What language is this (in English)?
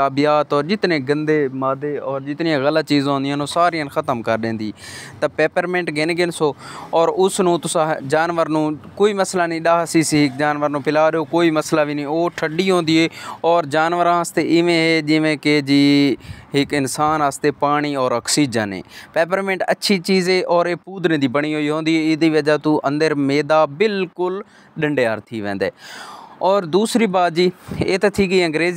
Saraiki